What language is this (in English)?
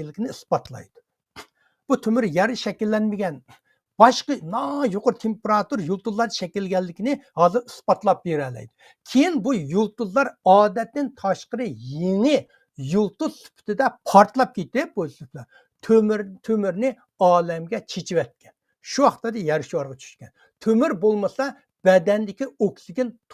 Uyghur